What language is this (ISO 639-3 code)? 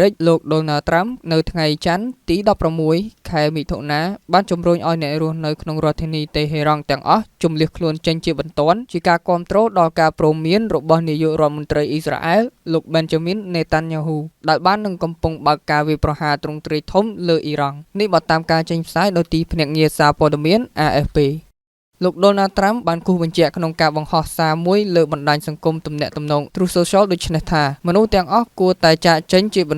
khm